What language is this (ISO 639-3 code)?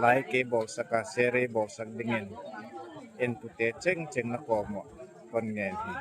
gnb